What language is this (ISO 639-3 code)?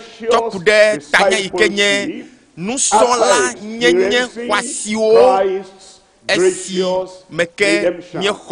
ewe